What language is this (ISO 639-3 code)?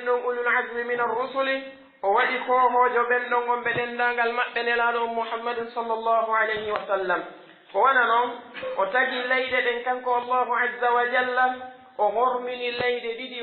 fuf